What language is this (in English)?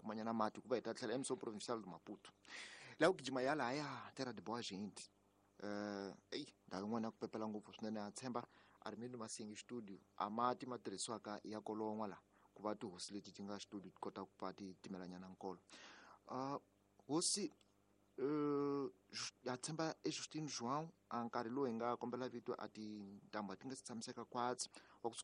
Tsonga